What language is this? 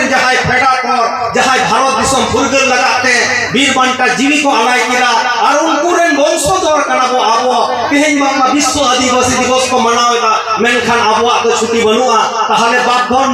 Santali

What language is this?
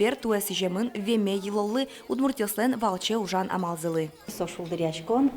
Udmurt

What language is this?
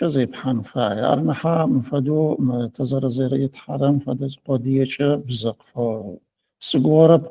Adyghe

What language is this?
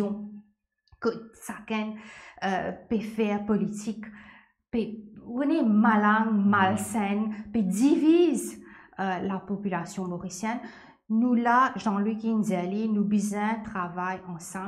Morisyen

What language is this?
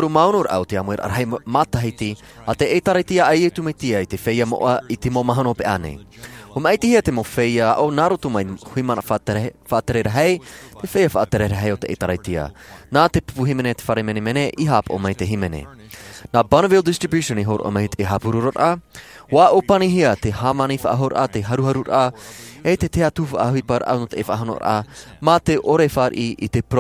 Tahitian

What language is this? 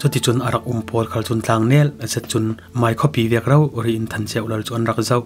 Falam Chin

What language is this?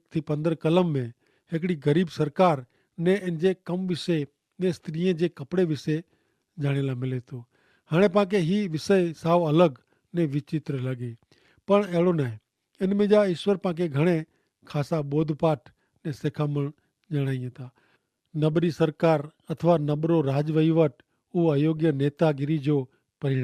Kachhi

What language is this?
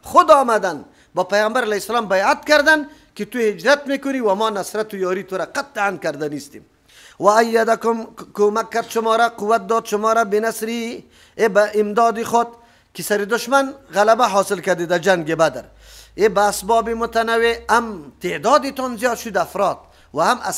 Persian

